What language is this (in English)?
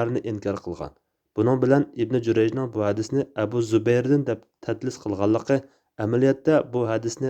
Uyghur